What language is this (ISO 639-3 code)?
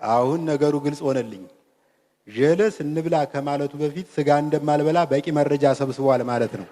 amh